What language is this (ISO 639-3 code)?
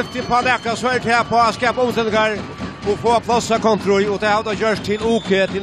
fao